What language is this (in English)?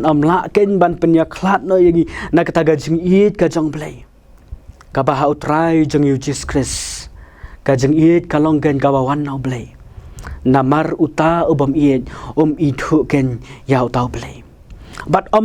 Khasi